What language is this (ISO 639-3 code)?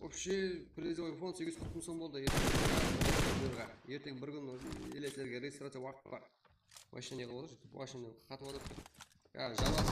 kaa